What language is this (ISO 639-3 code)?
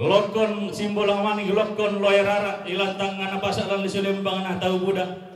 sda